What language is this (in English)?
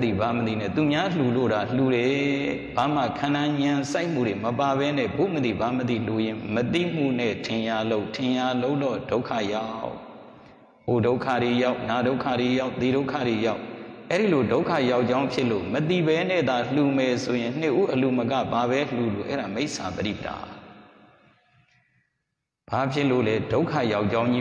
Burmese